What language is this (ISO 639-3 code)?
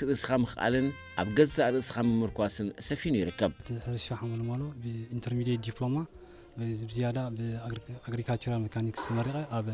tir